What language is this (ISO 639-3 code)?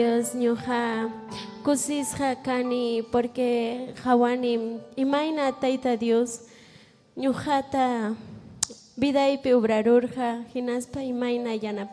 quy